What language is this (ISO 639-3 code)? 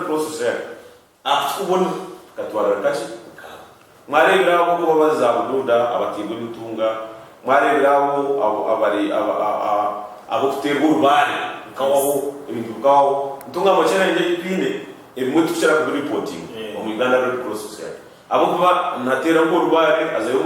nyn